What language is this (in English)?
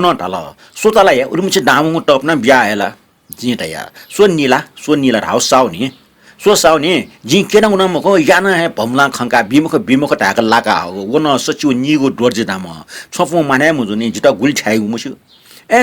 Newari